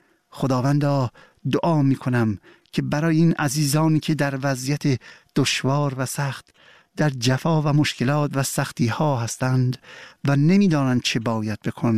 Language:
Persian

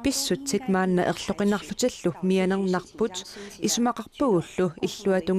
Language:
Kalaallisut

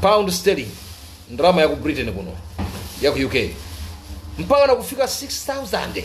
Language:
Nyanja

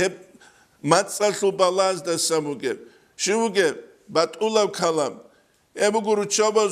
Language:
Avaric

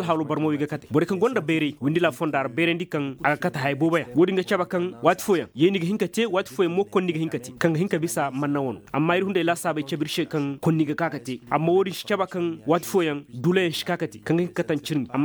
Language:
Koyraboro Senni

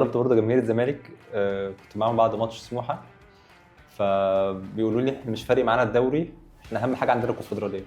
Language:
Egyptian Arabic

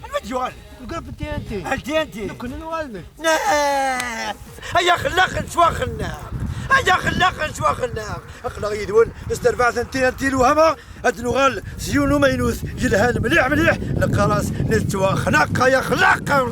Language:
Kabyle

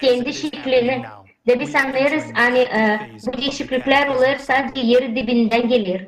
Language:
Gagauz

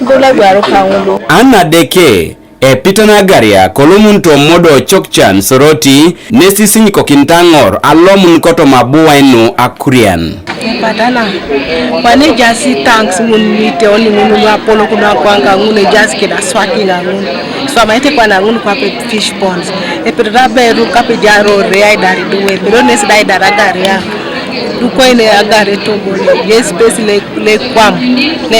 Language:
Teso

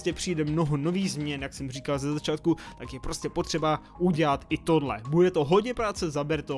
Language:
Czech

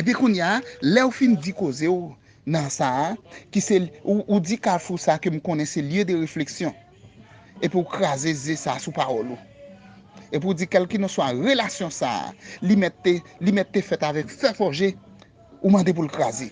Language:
Haitian Creole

